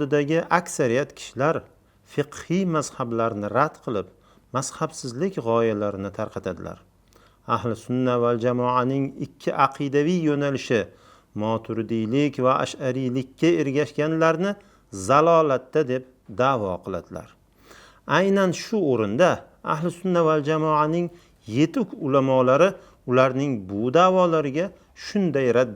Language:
Uzbek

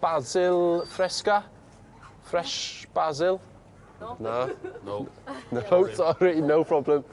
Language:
Welsh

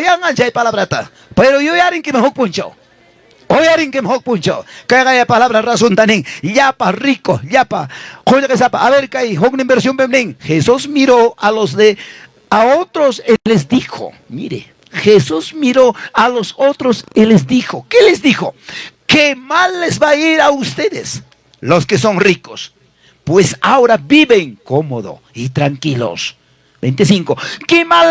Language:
Ayacucho Quechua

